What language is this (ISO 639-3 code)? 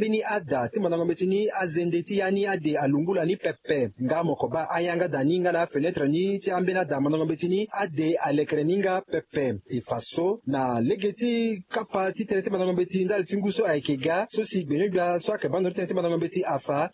sag